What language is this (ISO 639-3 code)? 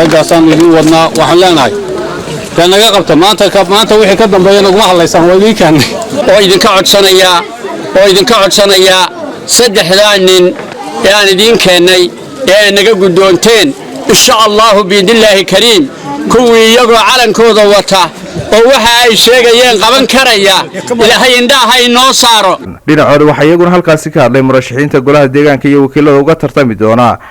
som